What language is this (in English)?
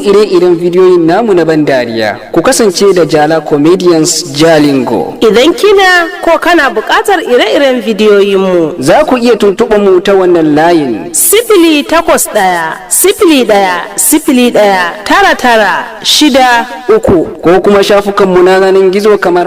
Hausa